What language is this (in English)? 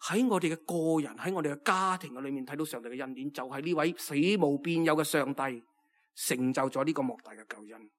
Cantonese